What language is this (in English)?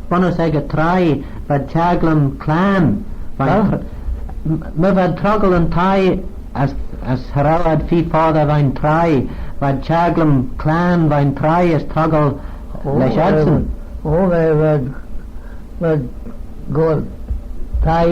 Manx